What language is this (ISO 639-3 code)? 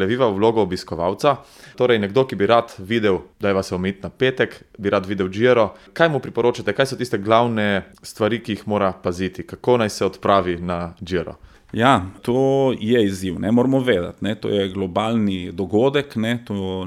slv